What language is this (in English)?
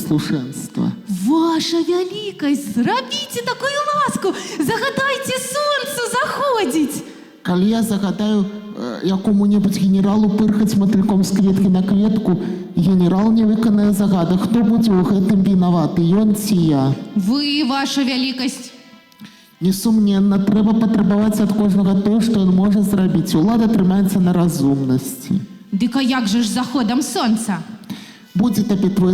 Belarusian